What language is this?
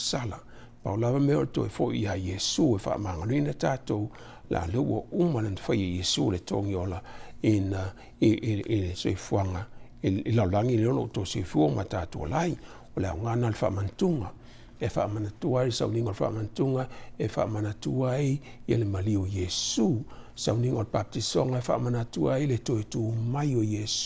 Samoan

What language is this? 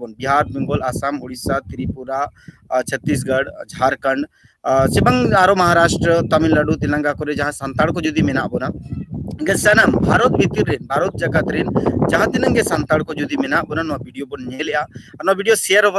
Santali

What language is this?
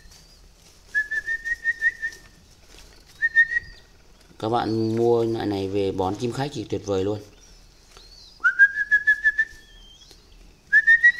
Vietnamese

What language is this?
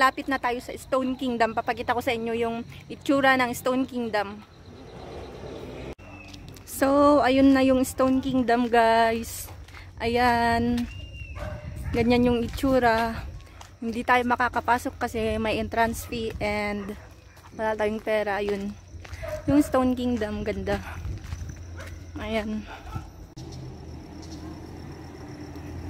Filipino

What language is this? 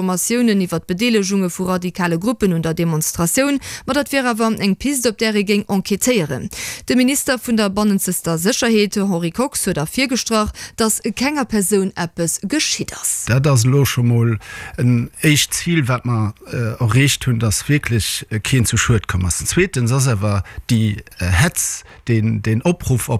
Luxembourgish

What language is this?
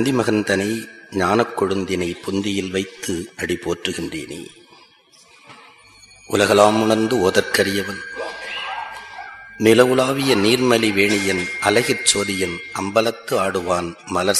Tamil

